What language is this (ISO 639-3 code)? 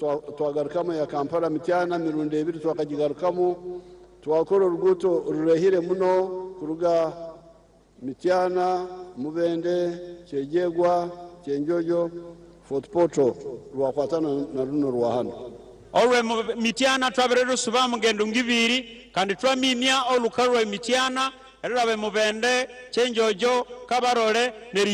nyn